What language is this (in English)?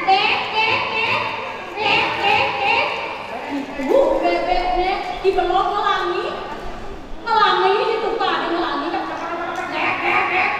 Balinese